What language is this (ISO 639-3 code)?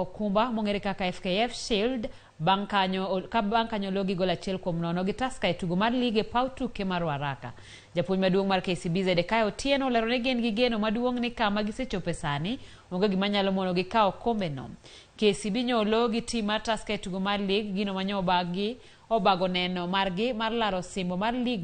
luo